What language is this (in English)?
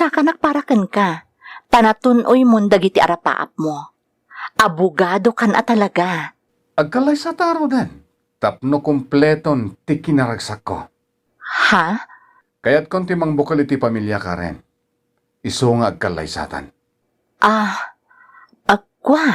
Iloko